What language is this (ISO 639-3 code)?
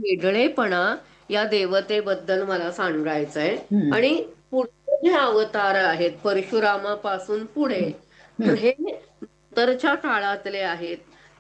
mar